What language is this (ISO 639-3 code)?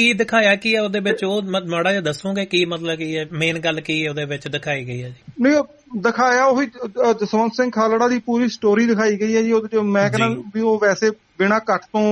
pan